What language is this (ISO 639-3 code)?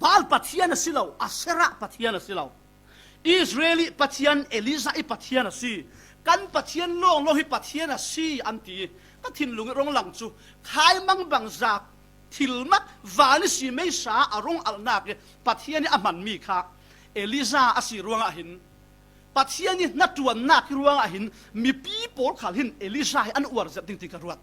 cfm